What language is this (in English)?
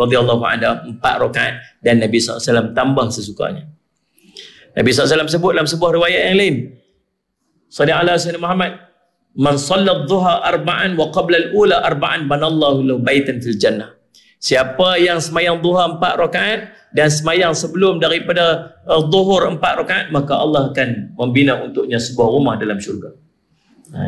Malay